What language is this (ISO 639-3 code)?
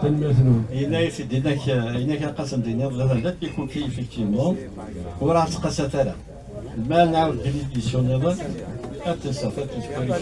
kab